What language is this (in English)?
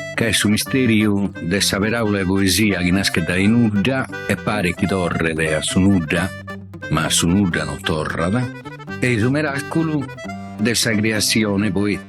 Sardinian